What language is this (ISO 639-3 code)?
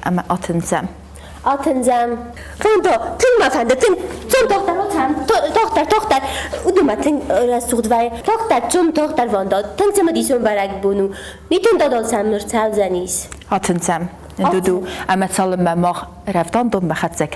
oss